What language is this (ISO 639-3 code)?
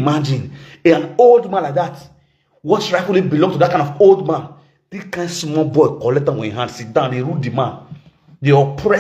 pcm